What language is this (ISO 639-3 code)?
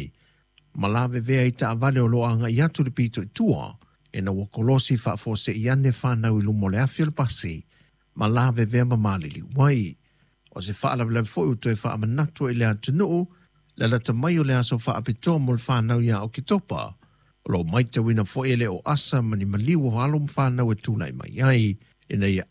smo